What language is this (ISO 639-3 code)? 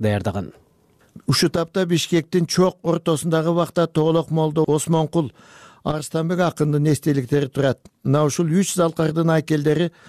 kir